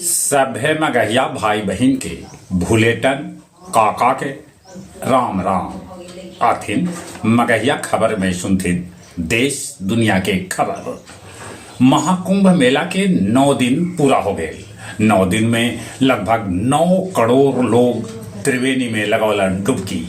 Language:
Magahi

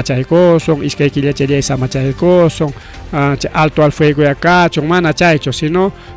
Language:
Ayacucho Quechua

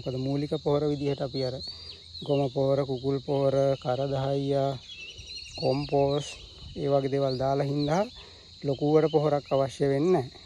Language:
Sinhala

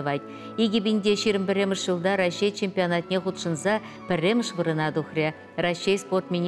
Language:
Chuvash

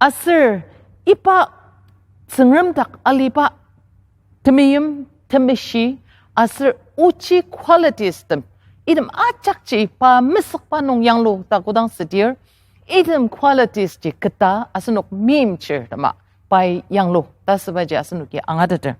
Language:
Ao Naga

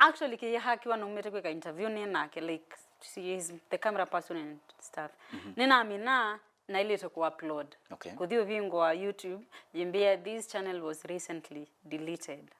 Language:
Kamba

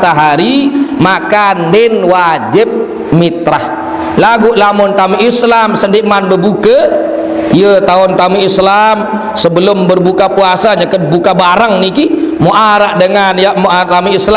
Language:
Sasak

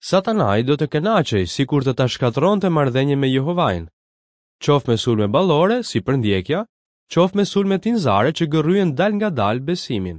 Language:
Albanian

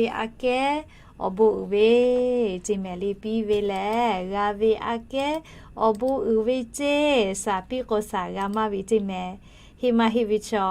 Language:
Lahu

